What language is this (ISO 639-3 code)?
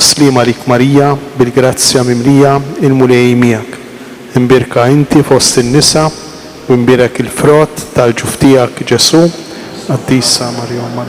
mlt